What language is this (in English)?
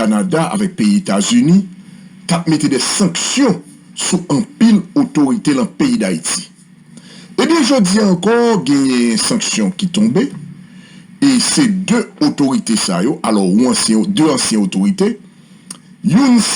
Haitian Creole